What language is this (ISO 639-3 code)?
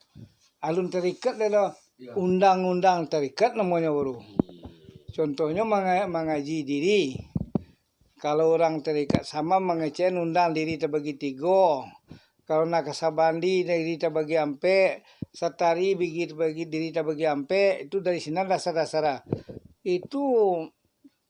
min